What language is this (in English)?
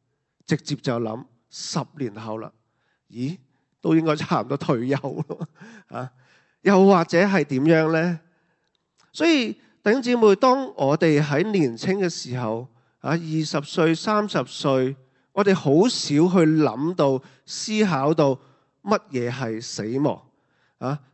Cantonese